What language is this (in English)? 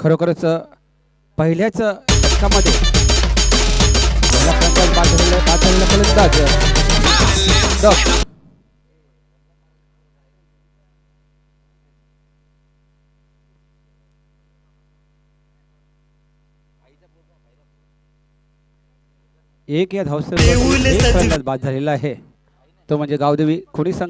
Marathi